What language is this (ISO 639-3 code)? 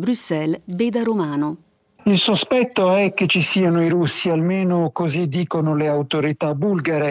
ita